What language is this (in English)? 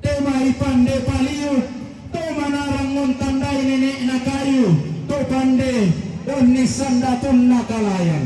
Toraja-Sa'dan